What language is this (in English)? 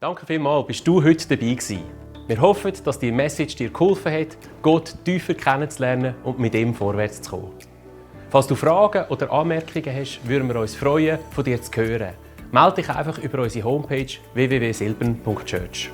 Swiss German